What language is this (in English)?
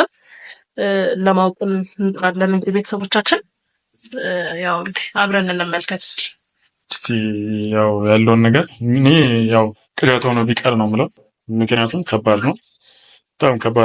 Amharic